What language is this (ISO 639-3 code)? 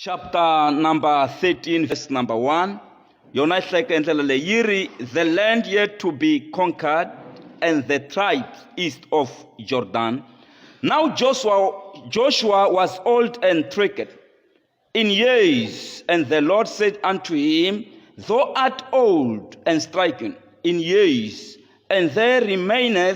tso